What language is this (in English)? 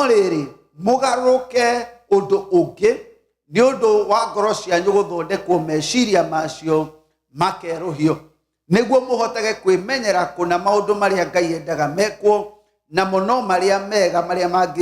Kikuyu